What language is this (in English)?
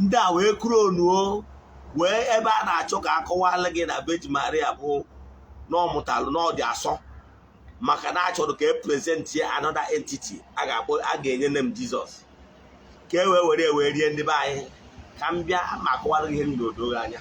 Igbo